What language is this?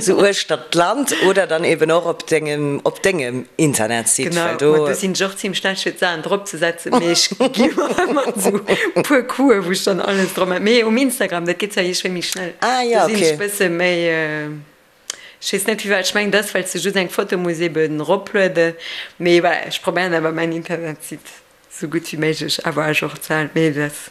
Luxembourgish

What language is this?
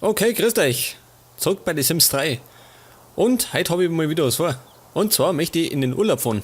Bavarian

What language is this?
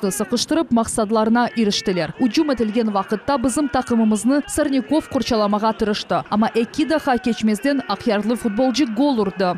Crimean Tatar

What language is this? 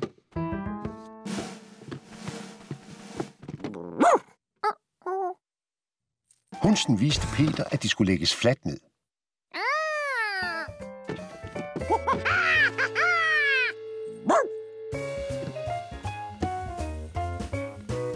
Danish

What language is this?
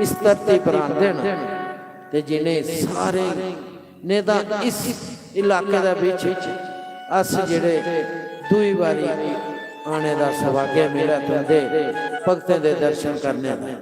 Dogri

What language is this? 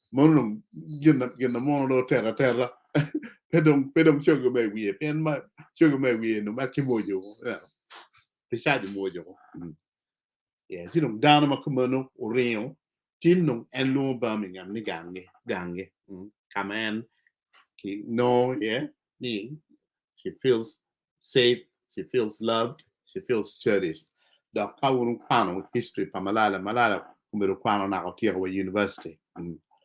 Acoli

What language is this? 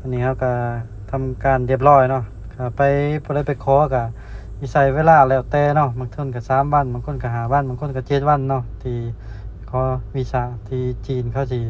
Lao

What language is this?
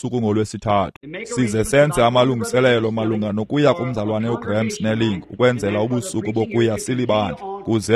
Xhosa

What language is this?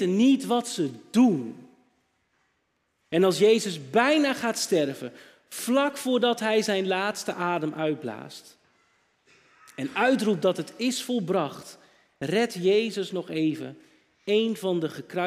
Dutch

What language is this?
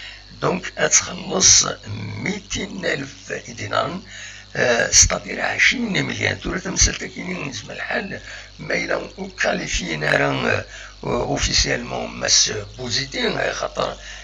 Kabyle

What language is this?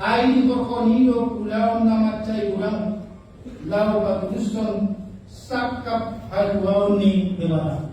Batak Toba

